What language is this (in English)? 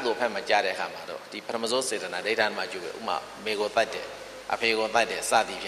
Burmese